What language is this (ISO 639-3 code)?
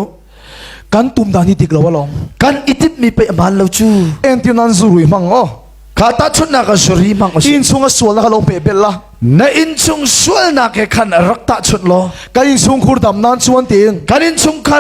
cnh